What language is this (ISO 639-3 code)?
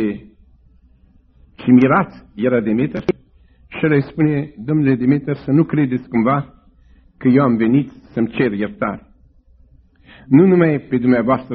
ron